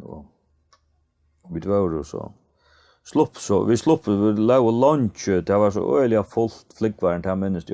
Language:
Faroese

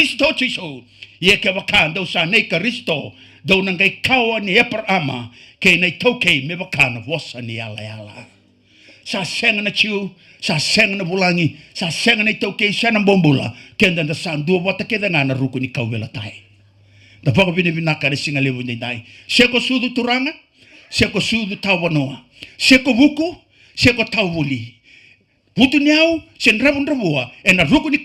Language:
Fijian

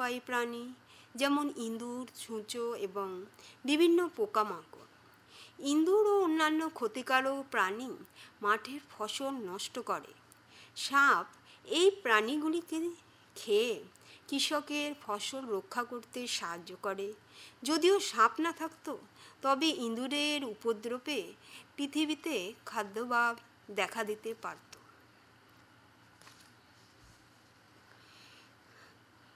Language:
Bangla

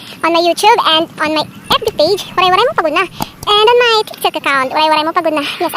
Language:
Waray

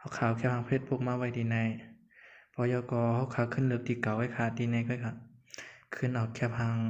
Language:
Shan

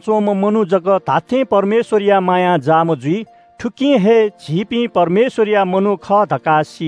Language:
Newari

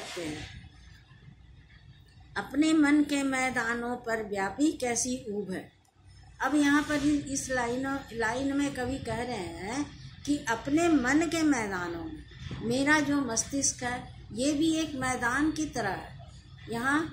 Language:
Hindi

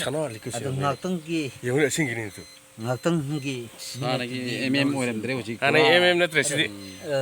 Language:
Manipuri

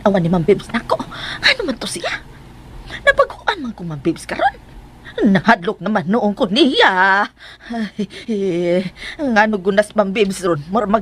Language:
Cebuano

